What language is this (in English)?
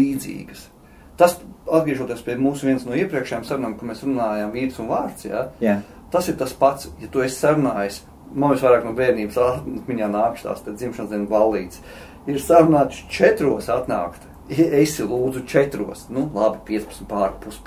Latvian